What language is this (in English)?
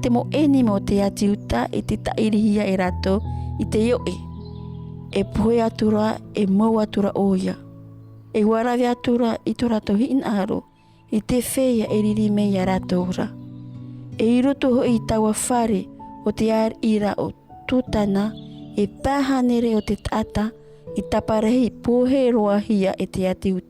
Tahitian